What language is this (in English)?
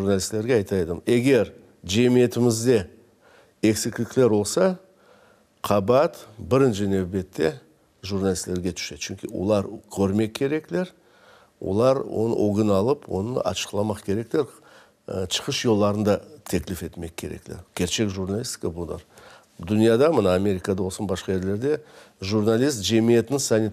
Crimean Tatar